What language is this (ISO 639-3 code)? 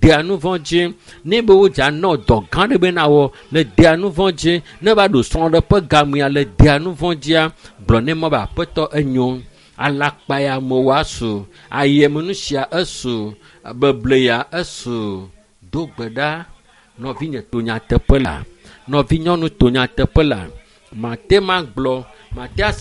ewe